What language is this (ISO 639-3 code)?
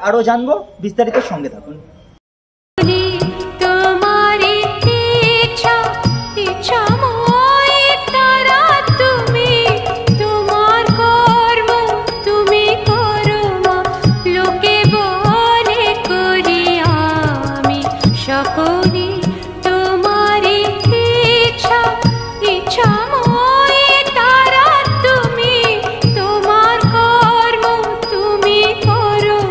ben